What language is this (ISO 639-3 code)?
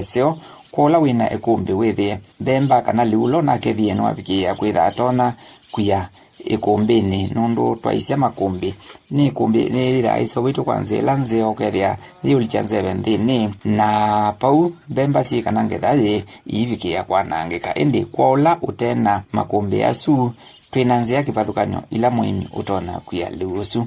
kam